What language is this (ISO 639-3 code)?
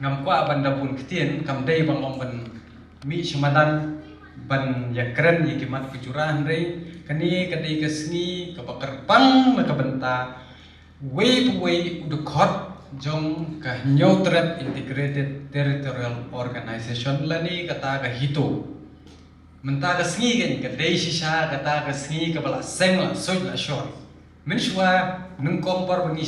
kha